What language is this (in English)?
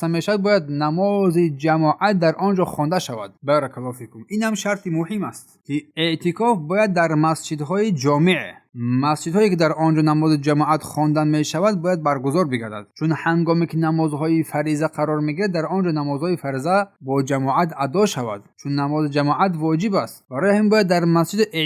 Tajik